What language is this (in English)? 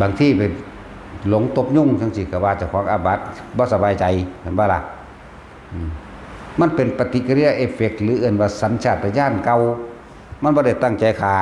Northeastern Thai